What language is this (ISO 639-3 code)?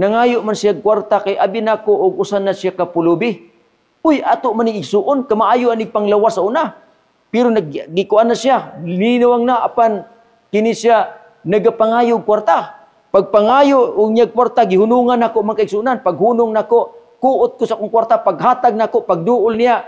ceb